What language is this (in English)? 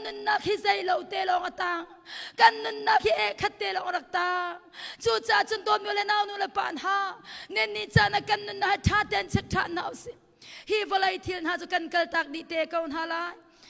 Hakha Chin